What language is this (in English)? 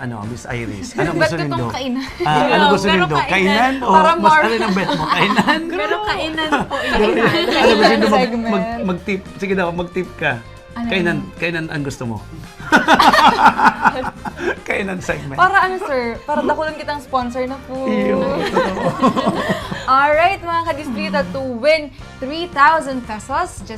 Bikol